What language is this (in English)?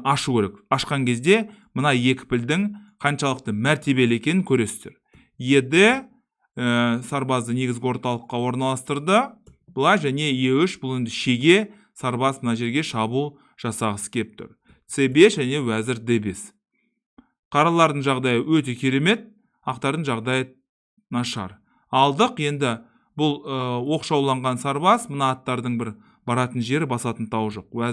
Kazakh